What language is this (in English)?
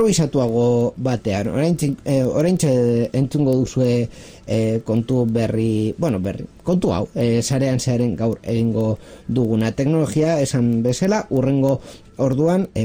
Basque